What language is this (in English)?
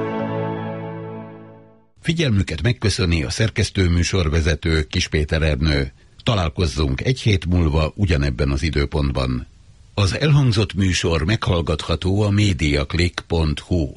Hungarian